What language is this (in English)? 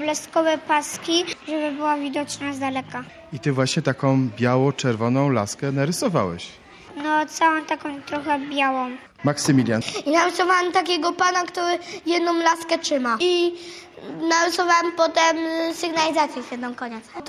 Polish